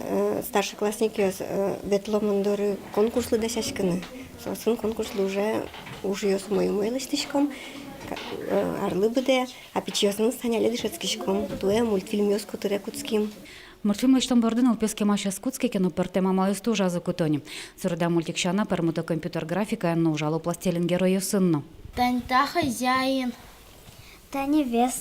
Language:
Udmurt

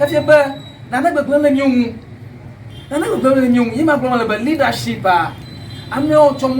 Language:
Ewe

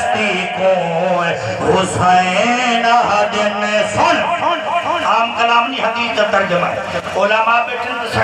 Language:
Saraiki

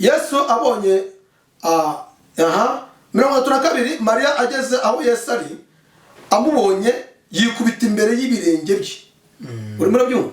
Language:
Kinyarwanda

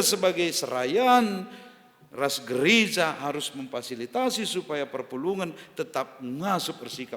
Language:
Batak Karo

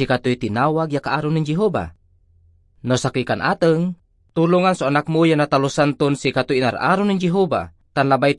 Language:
Pangasinan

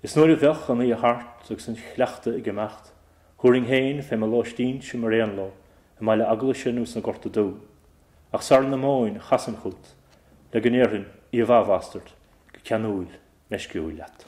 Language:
Irish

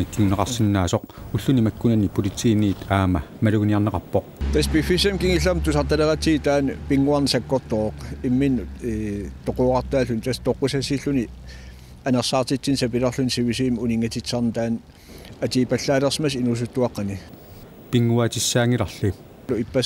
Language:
Kalaallisut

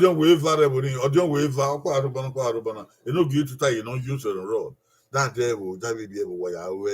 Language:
Bini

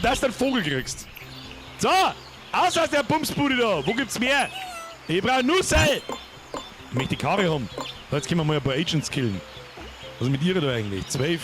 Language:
Bavarian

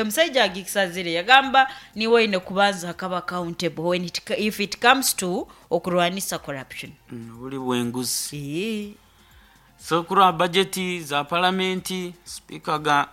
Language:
Nyankole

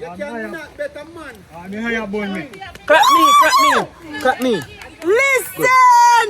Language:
Jamaican Creole English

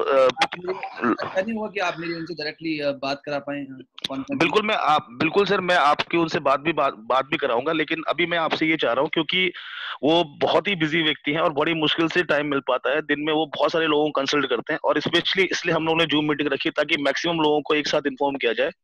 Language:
Hindi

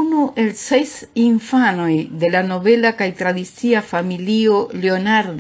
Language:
Esperanto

